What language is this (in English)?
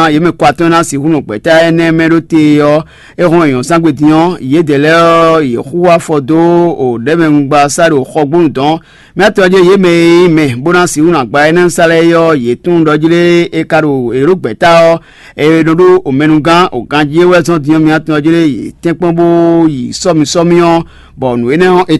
Fon